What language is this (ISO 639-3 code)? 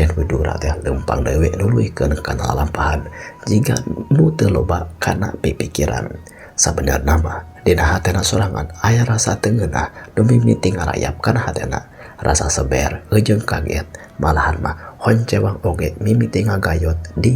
sun